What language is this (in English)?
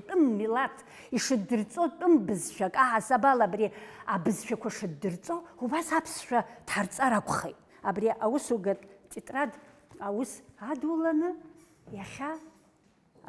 Abkhazian